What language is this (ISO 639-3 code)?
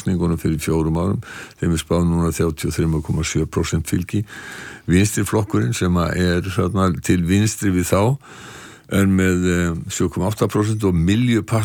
isl